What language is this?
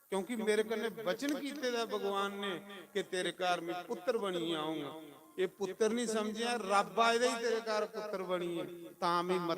Dogri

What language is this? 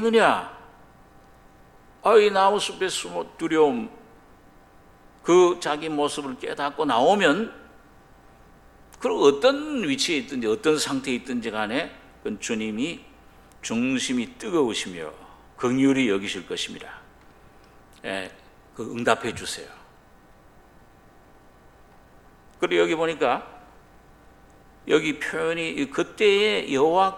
Korean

